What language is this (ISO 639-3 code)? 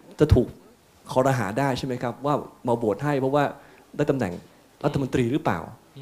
tha